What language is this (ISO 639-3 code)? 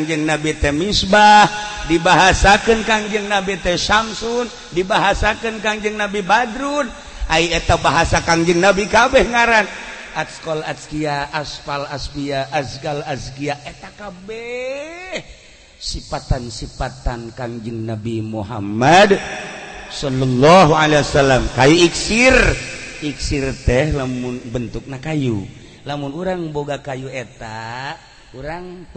sun